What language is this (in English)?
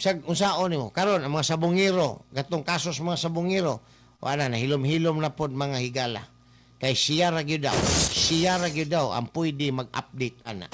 Cebuano